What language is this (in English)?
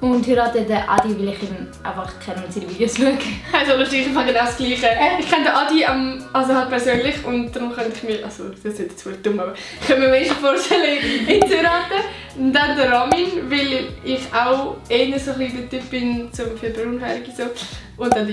Swiss German